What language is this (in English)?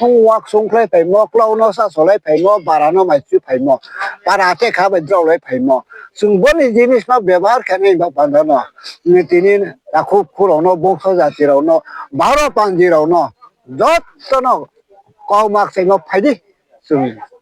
Riang (India)